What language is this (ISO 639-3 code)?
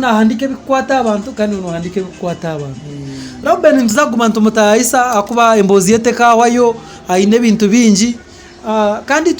nyn